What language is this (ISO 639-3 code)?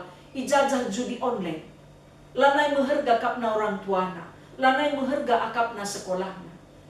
btx